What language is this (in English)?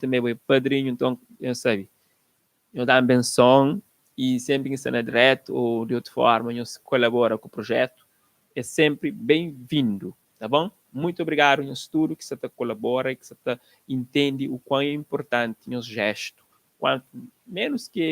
Kabuverdianu